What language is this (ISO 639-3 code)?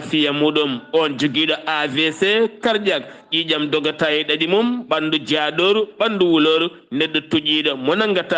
ful